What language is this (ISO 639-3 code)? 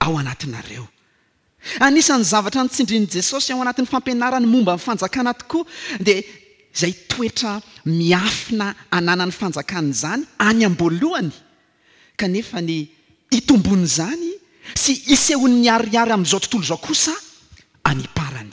mlg